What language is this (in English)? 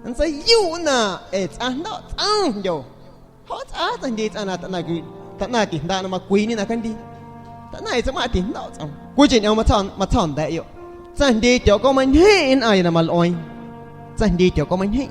San Pedro Amuzgos Amuzgo